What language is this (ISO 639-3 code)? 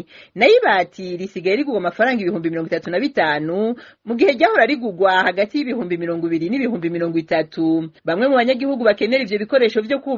run